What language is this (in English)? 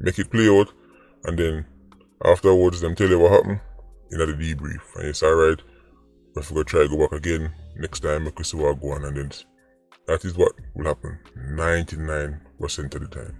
Jamaican Creole English